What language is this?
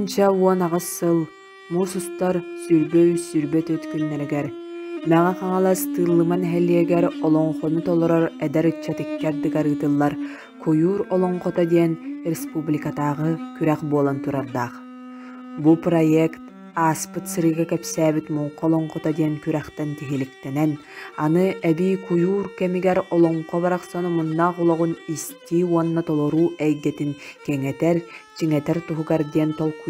Yakut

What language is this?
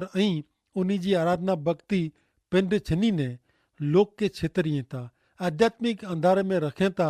Kachhi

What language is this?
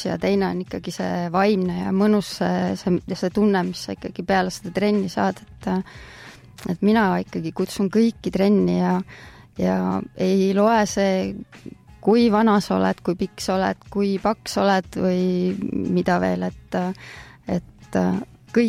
Estonian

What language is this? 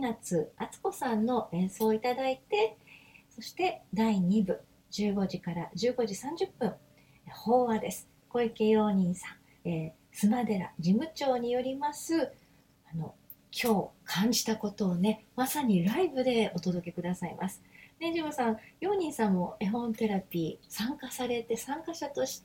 Japanese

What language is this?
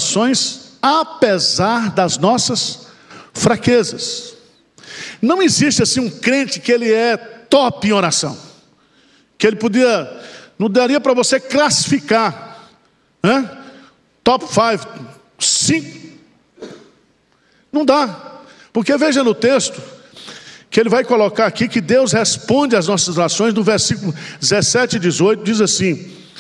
Portuguese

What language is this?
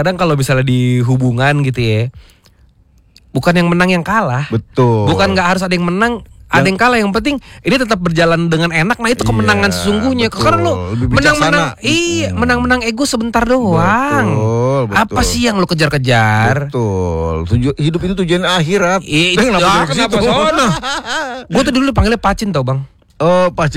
Indonesian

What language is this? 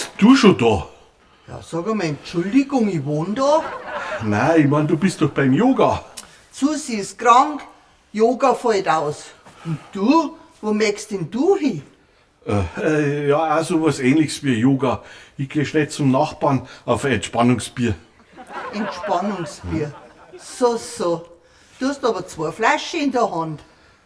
Bavarian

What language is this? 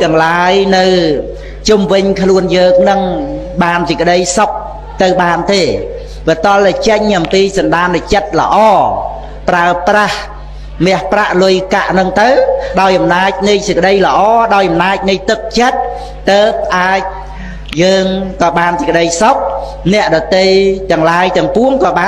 Khmer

